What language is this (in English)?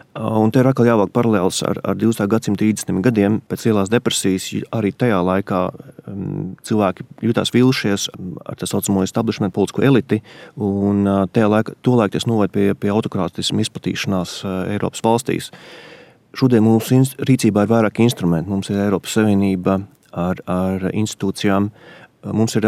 Latvian